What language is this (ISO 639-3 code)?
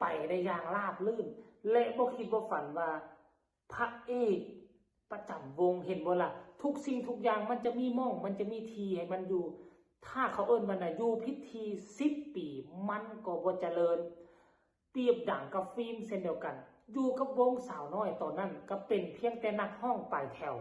tts